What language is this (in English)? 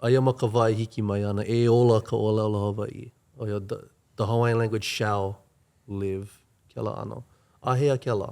Hawaiian